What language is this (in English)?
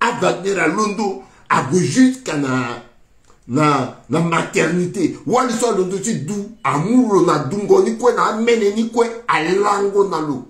Sango